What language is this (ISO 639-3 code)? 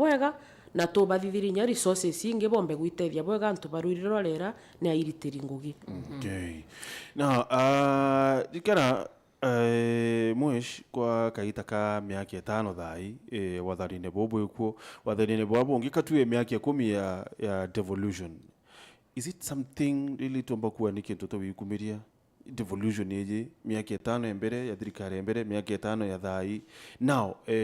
mer